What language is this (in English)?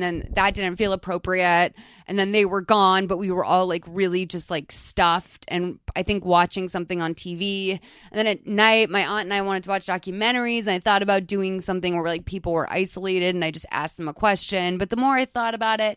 English